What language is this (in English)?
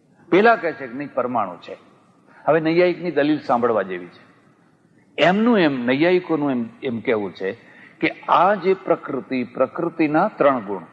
Gujarati